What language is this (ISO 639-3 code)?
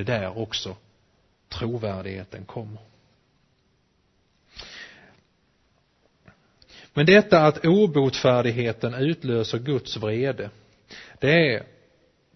swe